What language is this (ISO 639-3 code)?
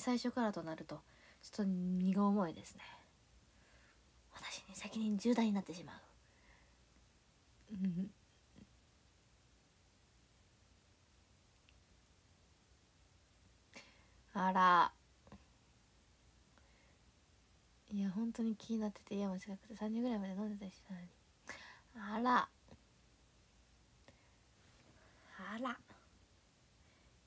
jpn